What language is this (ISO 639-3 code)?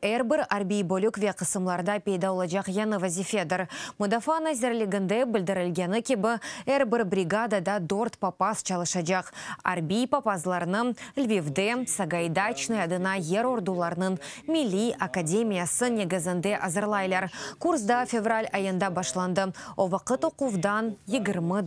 crh